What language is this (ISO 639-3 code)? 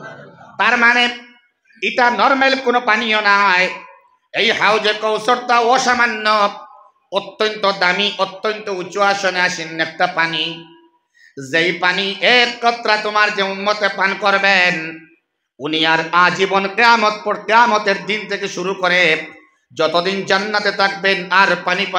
syl